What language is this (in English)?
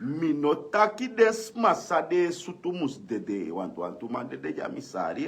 Sranan Tongo